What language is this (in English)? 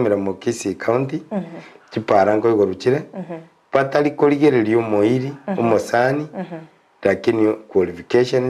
Gusii